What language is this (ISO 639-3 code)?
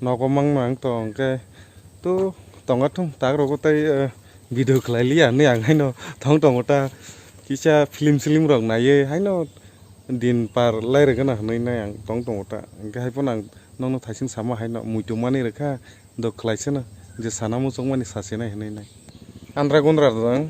trp